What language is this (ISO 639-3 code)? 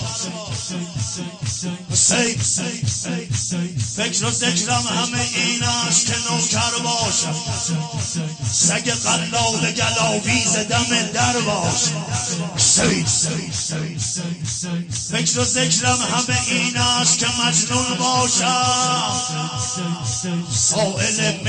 fas